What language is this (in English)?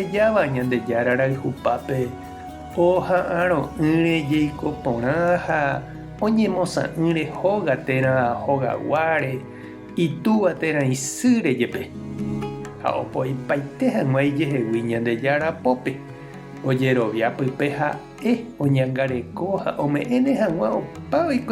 Guarani